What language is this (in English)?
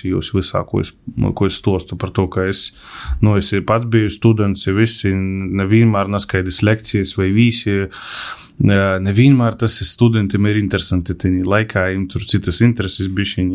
Latvian